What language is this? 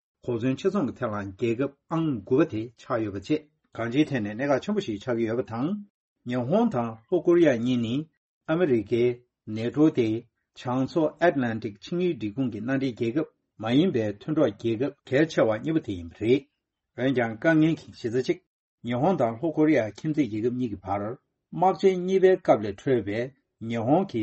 Tibetan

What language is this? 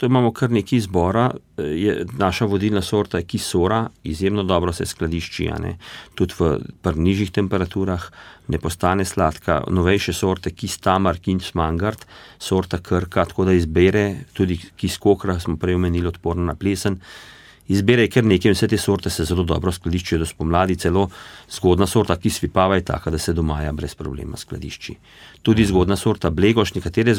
Slovenian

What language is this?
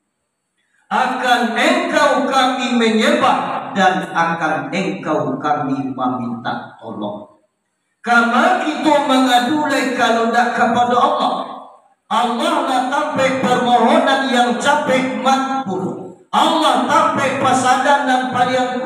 Minangkabau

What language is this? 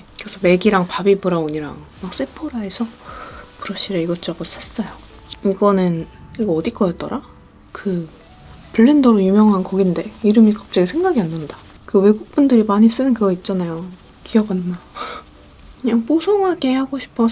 Korean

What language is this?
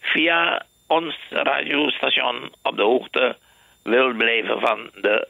Dutch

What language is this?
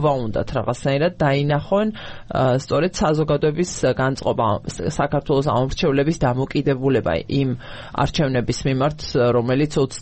Georgian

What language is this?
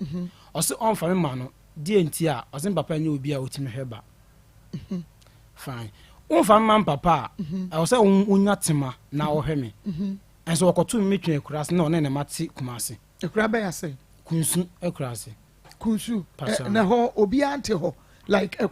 Akan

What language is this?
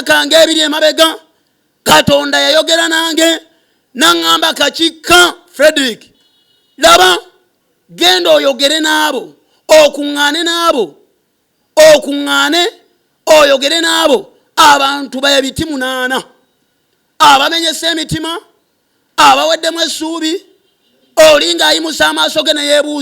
Ganda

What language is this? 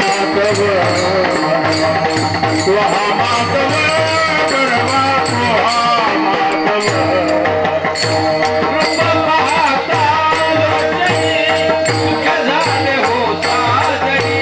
Marathi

